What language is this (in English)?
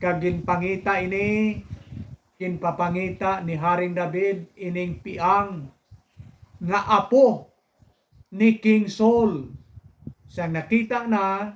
Hiligaynon